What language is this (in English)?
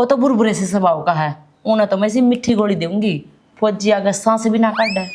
Haryanvi